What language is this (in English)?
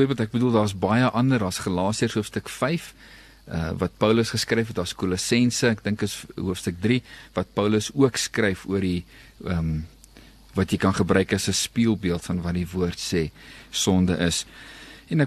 Afrikaans